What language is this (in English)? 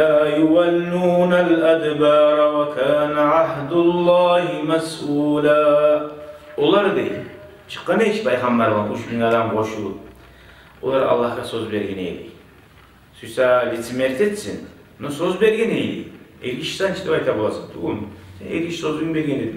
Kumyk